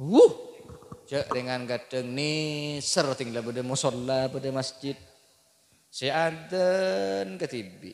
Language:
Madurese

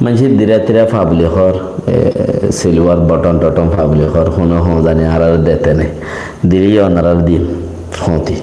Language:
Rohingya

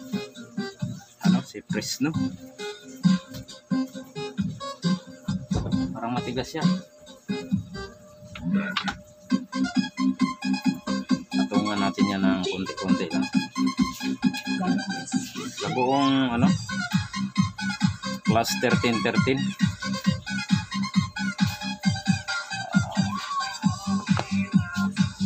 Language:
Filipino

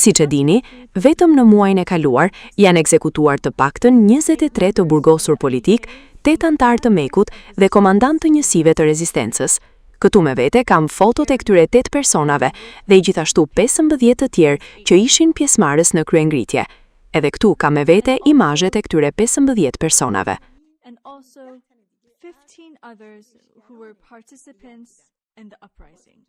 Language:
Albanian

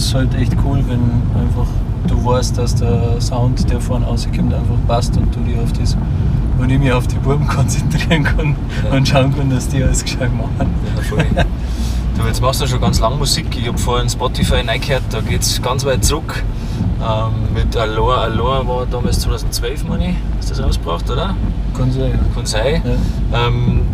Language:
Bavarian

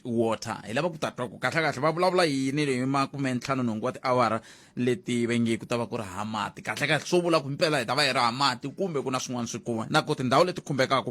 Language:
Tsonga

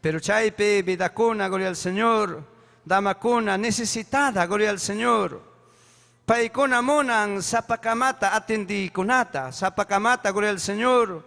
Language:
Ayacucho Quechua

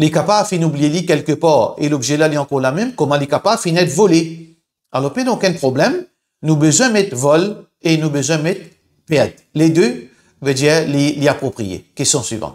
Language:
Morisyen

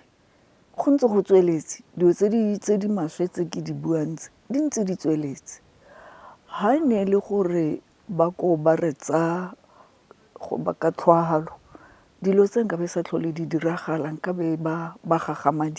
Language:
Tswana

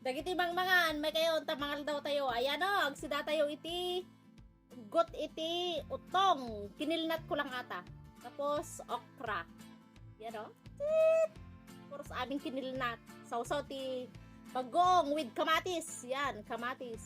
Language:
Iloko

